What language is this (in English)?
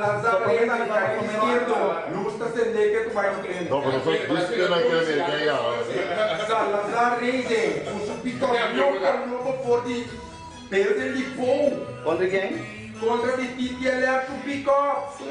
Papiamento